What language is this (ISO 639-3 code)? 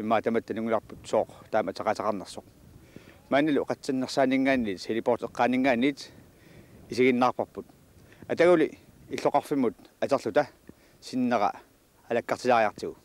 kal